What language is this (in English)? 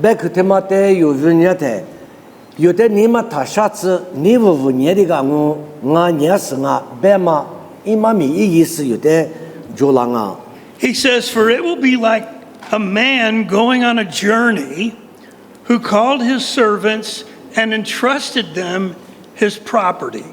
Lisu